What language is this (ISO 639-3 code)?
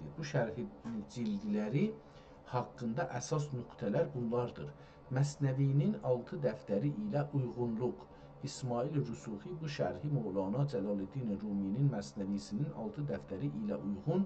azb